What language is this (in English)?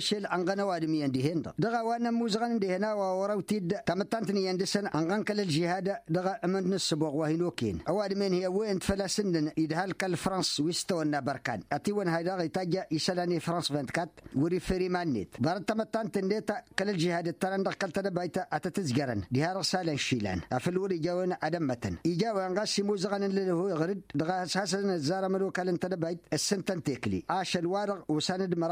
Tamasheq